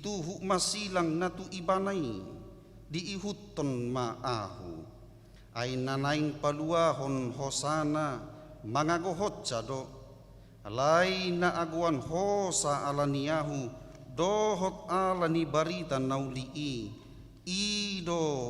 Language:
Batak Toba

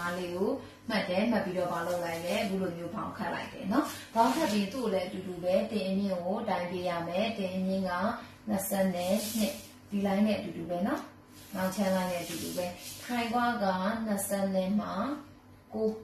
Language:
Burmese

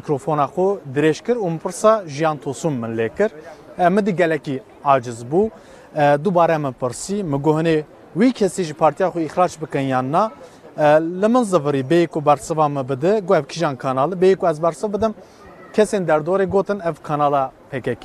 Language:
Kurdish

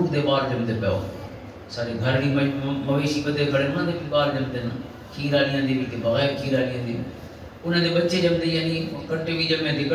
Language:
Western Panjabi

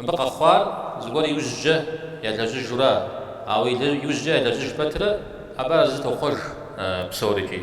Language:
Kabardian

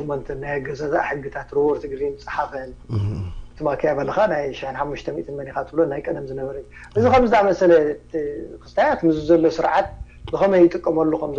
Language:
Tigrinya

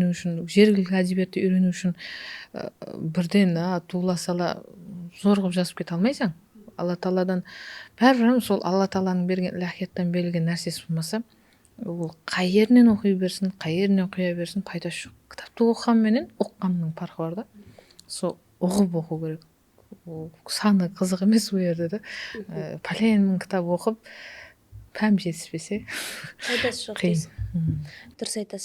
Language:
Kara-Kalpak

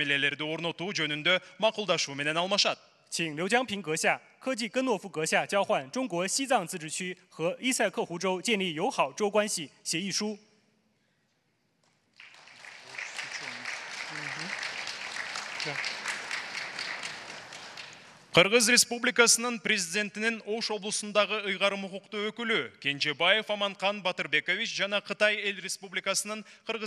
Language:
Kyrgyz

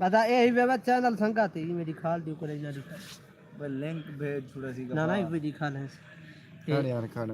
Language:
Saraiki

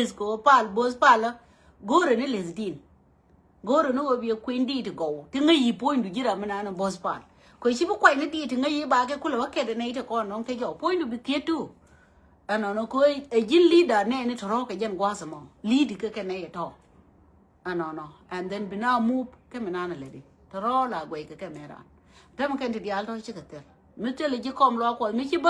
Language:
Nuer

